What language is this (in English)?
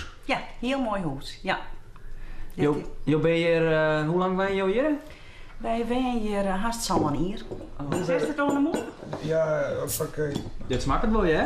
Western Frisian